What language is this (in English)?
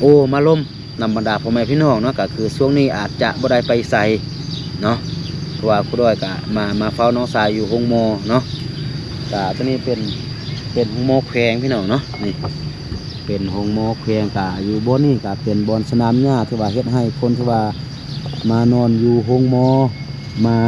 Lao